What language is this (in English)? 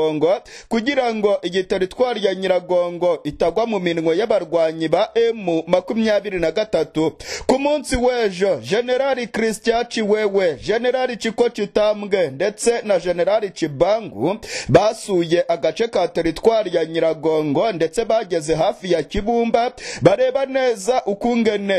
Kinyarwanda